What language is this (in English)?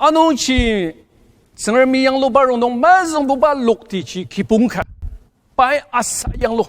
Ao Naga